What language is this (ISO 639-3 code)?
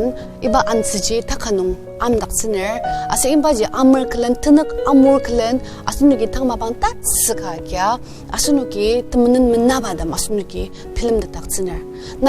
njo